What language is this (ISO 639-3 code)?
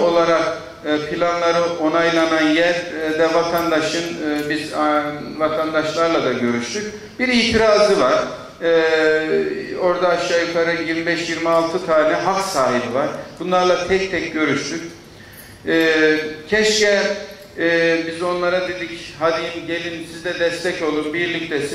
tur